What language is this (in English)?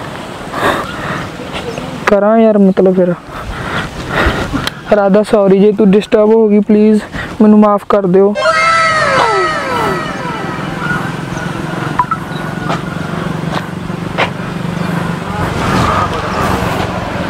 Punjabi